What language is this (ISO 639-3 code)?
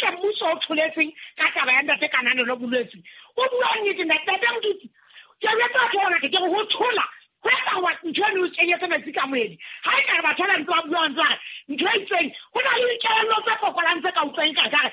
sot